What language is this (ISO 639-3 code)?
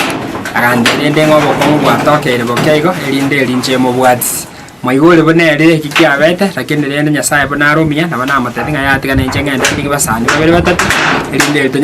guz